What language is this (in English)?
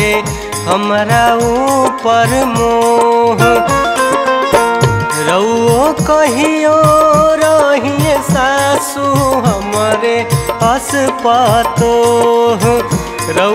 Bhojpuri